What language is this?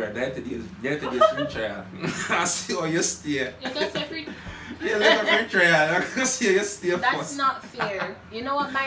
Jamaican Creole English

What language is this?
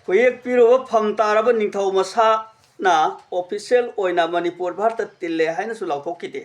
Manipuri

